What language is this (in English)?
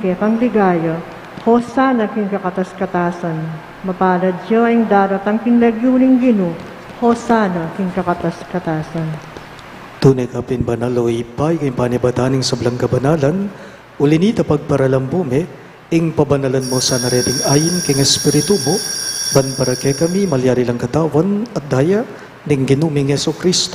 Pampanga